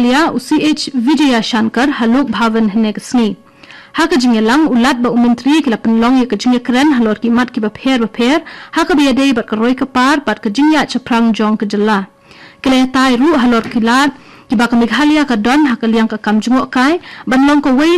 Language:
Khasi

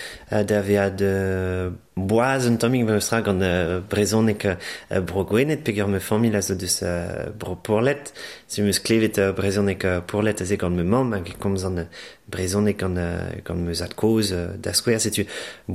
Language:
Breton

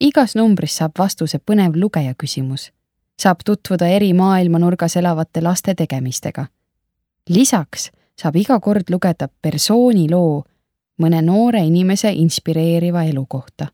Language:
Estonian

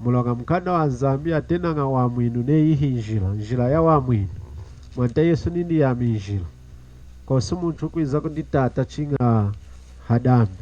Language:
Lunda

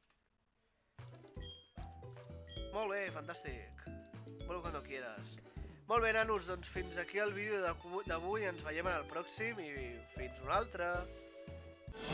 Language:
Catalan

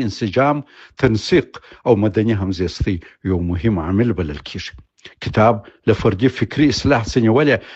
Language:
Pashto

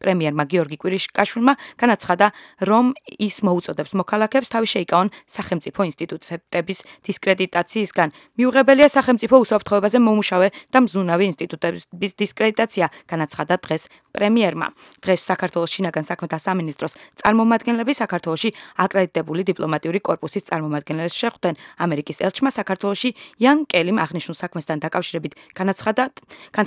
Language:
Georgian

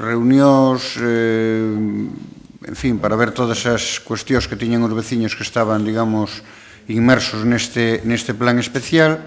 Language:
Galician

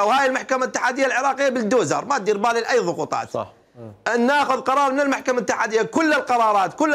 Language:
Mesopotamian Arabic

